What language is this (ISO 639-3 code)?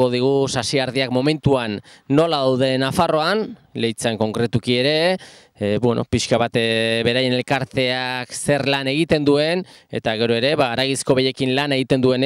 eus